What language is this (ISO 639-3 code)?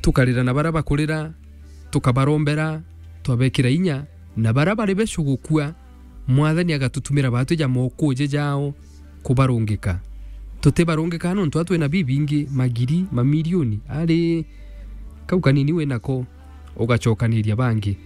mer